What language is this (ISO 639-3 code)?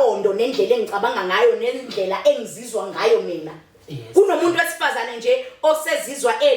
zul